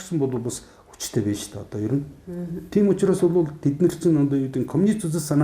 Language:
Mongolian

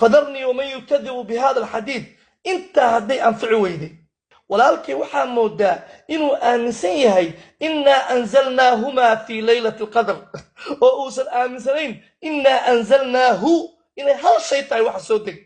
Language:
Somali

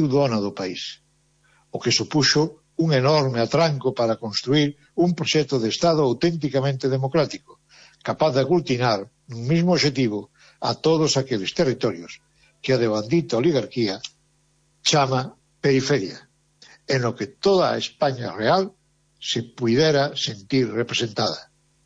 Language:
Galician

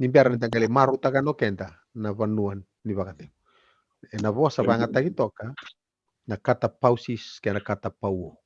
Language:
Fijian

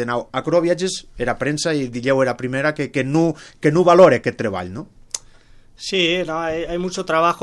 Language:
Catalan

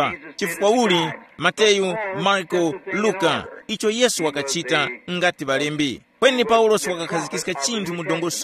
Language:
Tumbuka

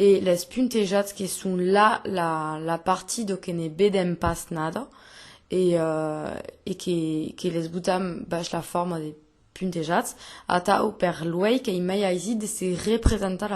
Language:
Occitan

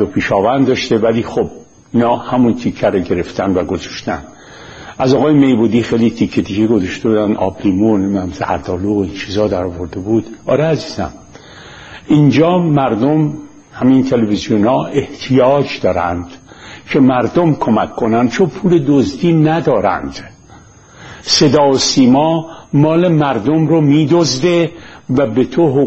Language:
Persian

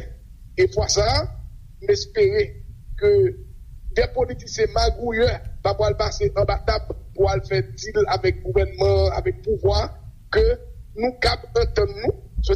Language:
Haitian Creole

